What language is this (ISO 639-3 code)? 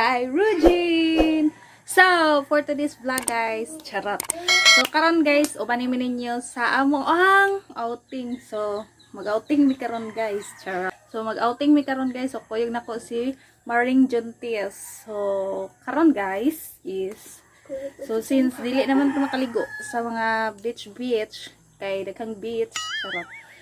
ceb